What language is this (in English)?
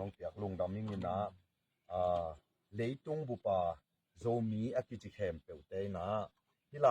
Tedim Chin